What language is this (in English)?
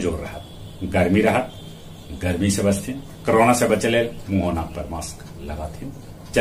Magahi